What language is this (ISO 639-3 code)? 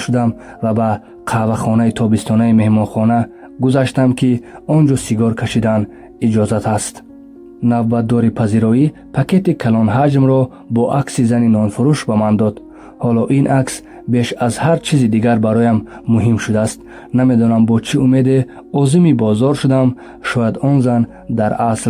tgk